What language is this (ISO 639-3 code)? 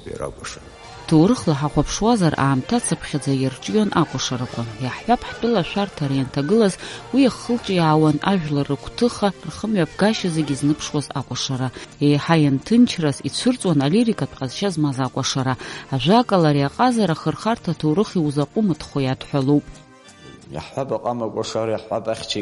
abk